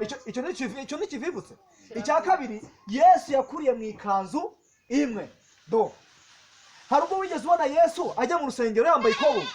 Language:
Kinyarwanda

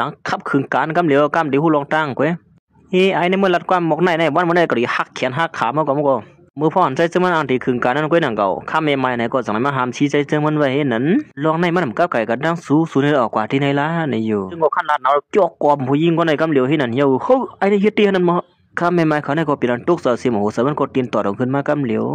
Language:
Shan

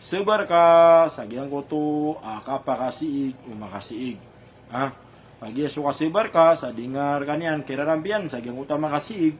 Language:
Maranao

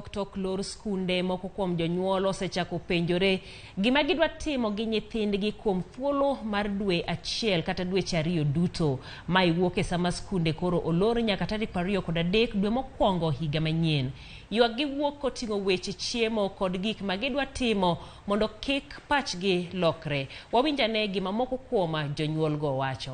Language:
Luo (Kenya and Tanzania)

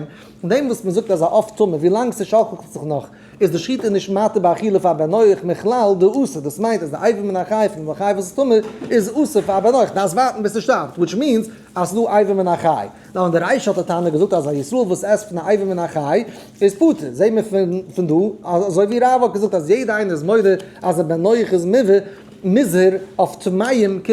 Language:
Yiddish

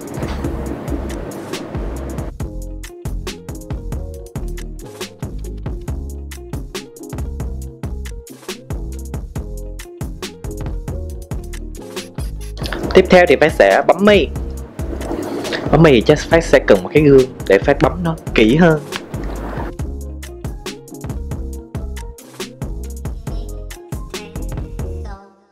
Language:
Vietnamese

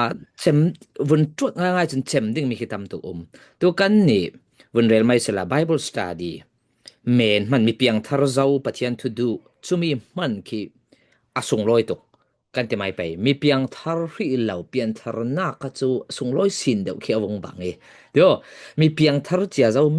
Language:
Falam Chin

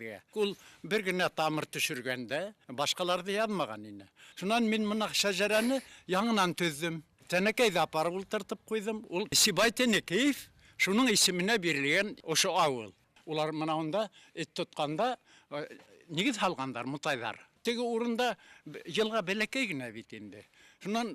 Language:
Bashkir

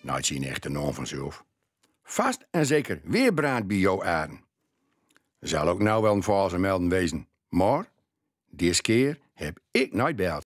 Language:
Gronings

